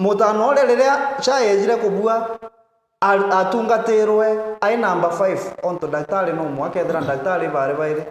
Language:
Meru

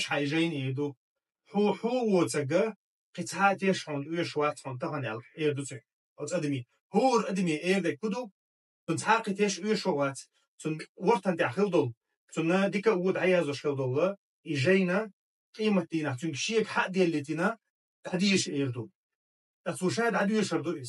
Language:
Chechen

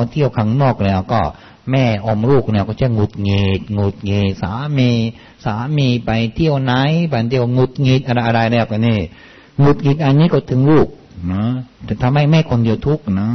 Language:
Thai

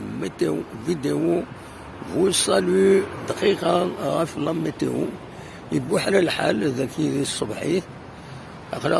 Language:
Kabyle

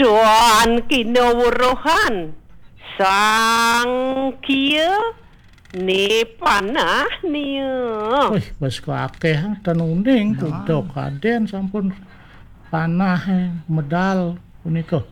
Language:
Balinese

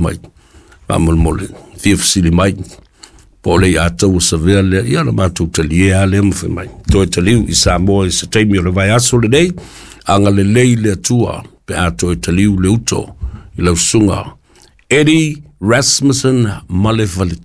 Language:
Samoan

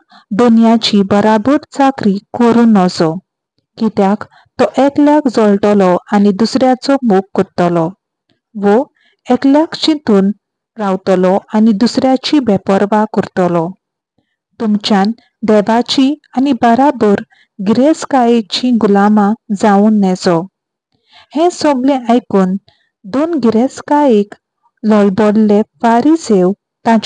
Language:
Konkani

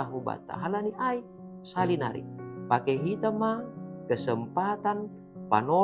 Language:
Batak Simalungun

